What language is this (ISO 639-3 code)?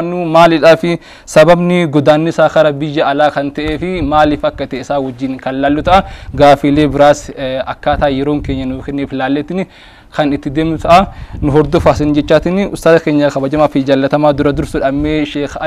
orm